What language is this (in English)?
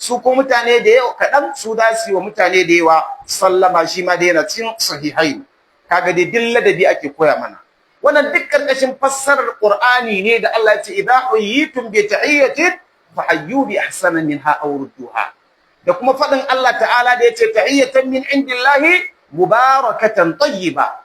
Hausa